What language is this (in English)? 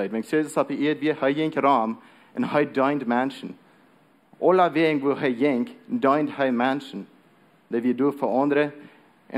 Plautdietsch